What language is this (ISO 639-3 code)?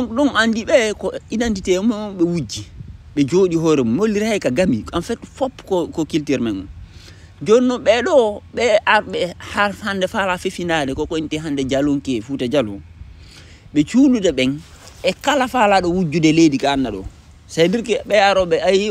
ful